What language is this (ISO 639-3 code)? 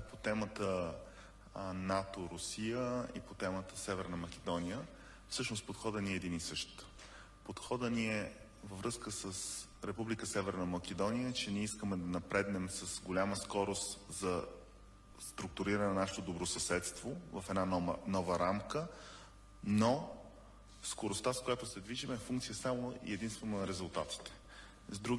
bul